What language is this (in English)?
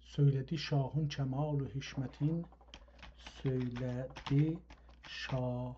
South Azerbaijani